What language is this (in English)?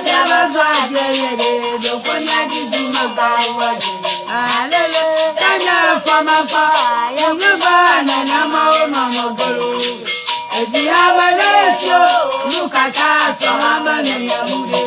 Ewe